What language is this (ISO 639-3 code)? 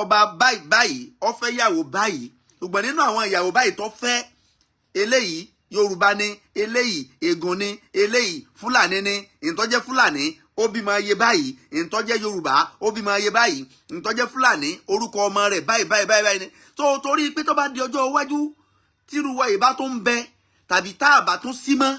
yor